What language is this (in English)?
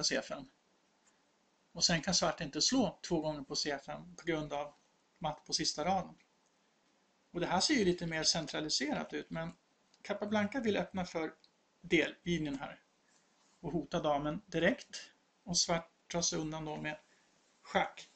Swedish